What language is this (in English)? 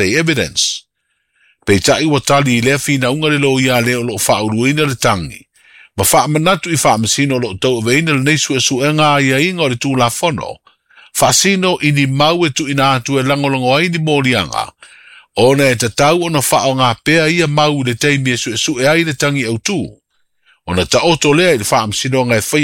Samoan